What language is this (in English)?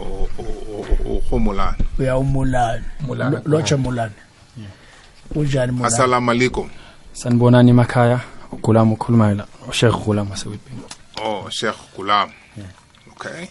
South Ndebele